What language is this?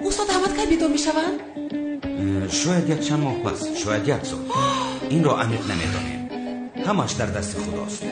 Tajik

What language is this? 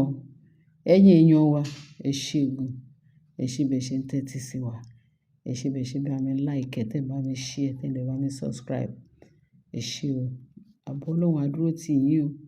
Yoruba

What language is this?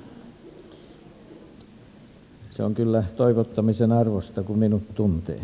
Finnish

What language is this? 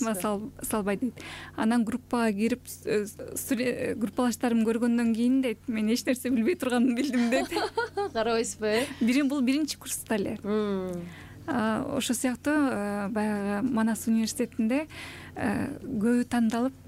Kyrgyz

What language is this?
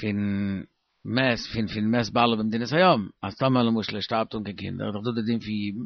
Yiddish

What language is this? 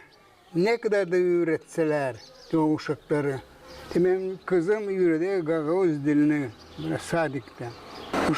Gagauz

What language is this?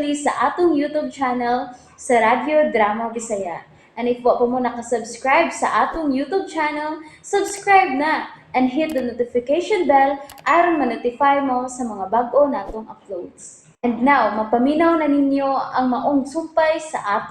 Cebuano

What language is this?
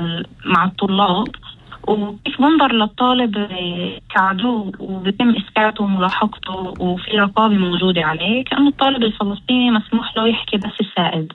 North Levantine Arabic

